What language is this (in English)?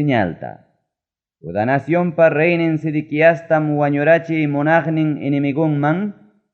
Ayacucho Quechua